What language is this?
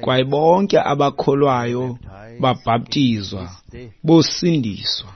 Xhosa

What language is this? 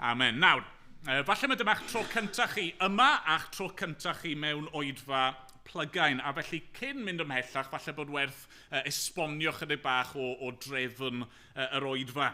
Welsh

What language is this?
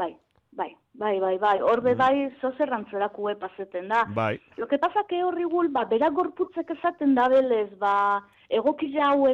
Basque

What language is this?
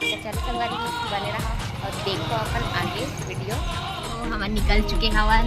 Chhattisgarhi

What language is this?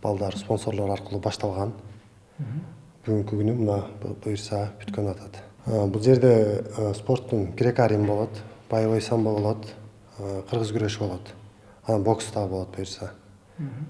Kyrgyz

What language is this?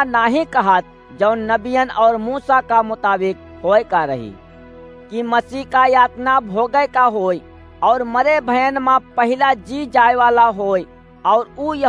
Awadhi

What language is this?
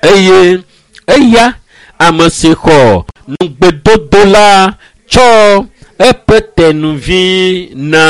Ewe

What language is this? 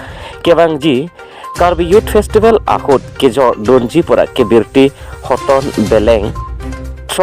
Karbi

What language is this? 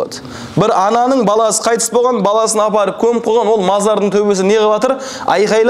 Kazakh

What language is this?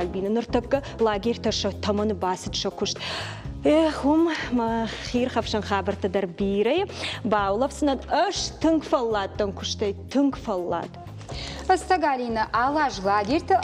Ossetic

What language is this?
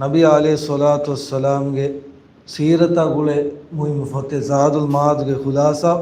Divehi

